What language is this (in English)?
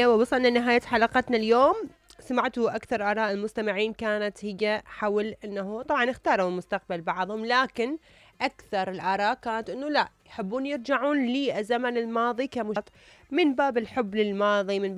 Mesopotamian Arabic